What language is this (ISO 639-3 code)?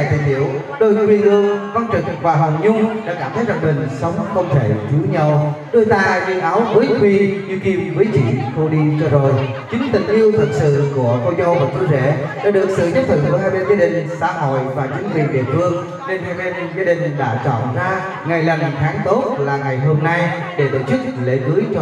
vie